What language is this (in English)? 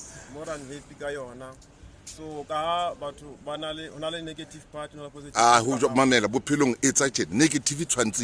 Southern Sotho